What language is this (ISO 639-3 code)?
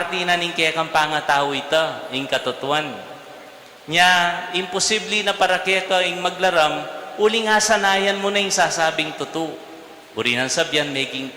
pam